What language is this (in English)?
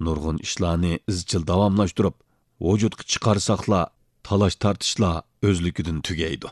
Uyghur